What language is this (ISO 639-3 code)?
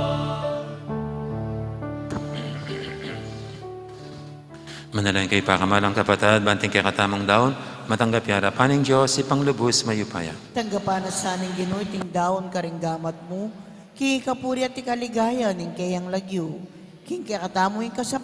pam